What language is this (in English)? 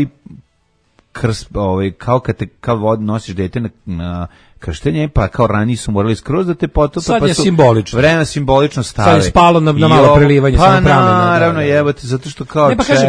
Serbian